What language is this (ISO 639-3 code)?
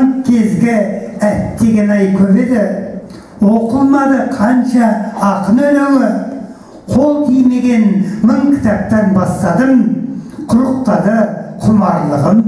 kaz